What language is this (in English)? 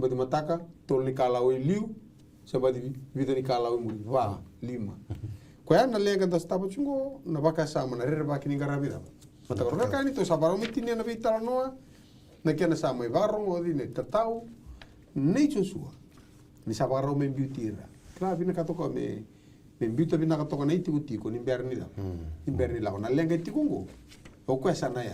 Fijian